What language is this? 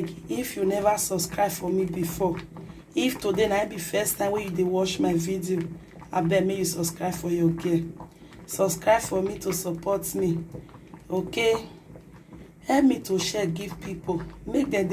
Nigerian Pidgin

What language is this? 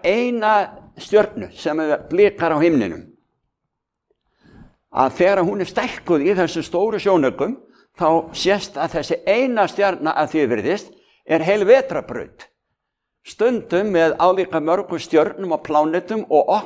Icelandic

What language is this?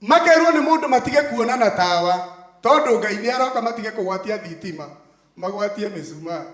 Kikuyu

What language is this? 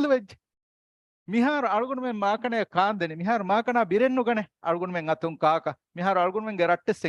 Divehi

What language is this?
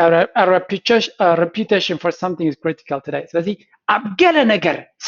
Tigrinya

